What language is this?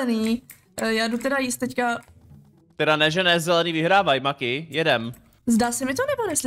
Czech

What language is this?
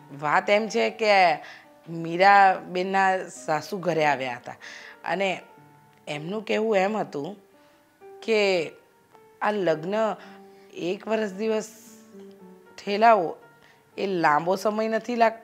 Gujarati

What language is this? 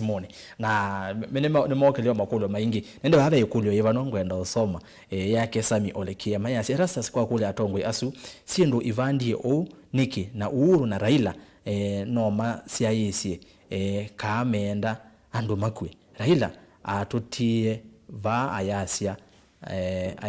Kamba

